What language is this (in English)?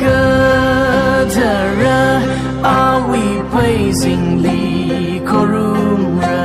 Tangkhul Naga (India)